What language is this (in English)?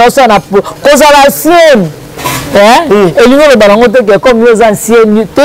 Lingala